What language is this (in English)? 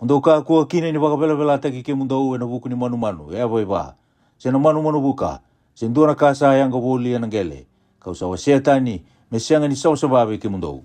Fijian